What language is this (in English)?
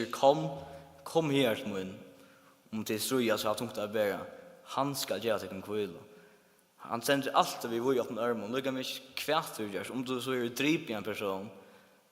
Faroese